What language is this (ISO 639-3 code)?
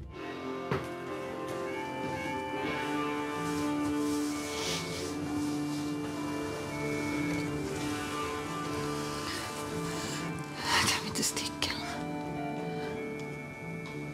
swe